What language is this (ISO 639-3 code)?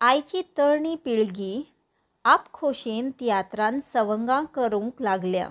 kok